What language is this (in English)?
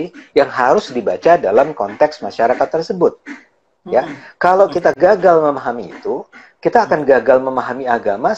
Indonesian